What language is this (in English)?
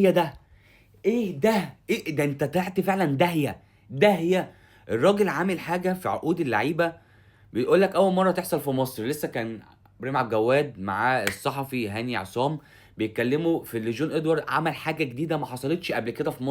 Egyptian Arabic